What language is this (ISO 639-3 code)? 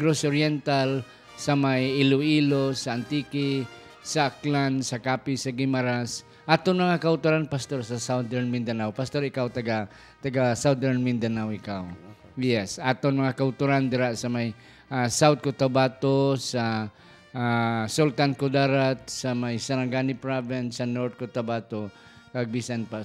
hil